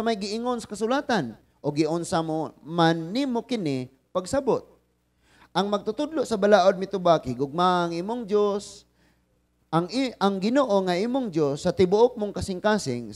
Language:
Cebuano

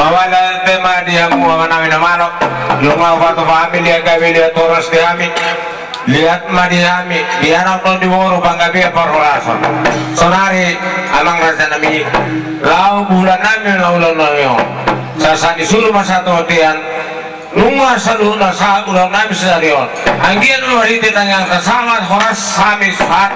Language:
Batak Toba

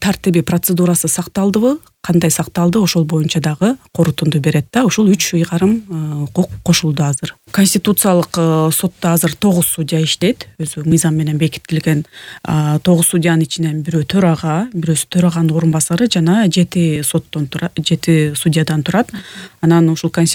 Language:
Kyrgyz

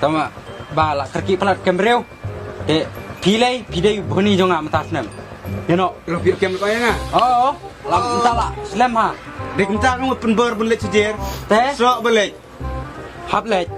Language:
Khasi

